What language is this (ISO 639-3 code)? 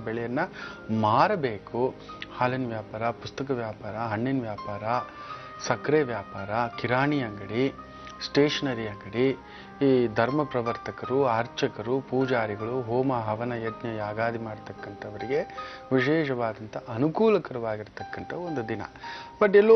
kan